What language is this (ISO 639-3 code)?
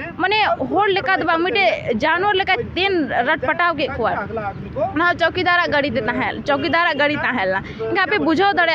sat